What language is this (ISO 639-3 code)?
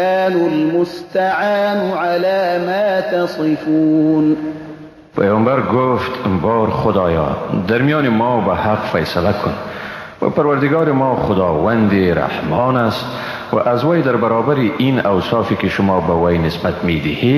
fas